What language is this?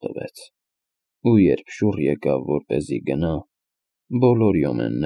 Armenian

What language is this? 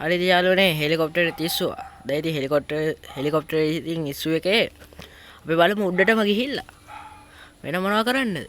Sinhala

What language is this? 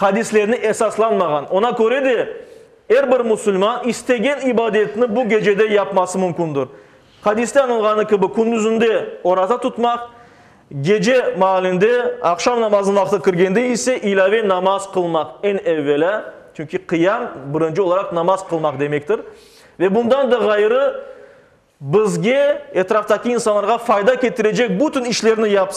Crimean Tatar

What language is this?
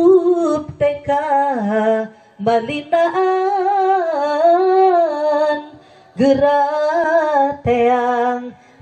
Sundanese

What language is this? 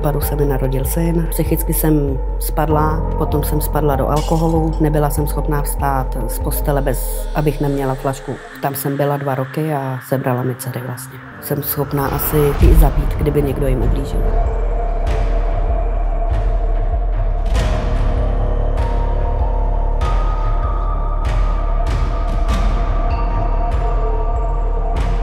Czech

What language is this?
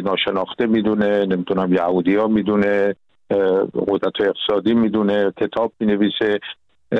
Persian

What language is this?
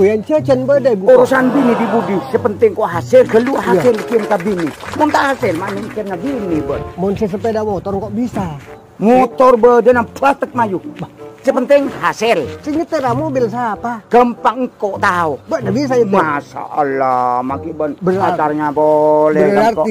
Madurese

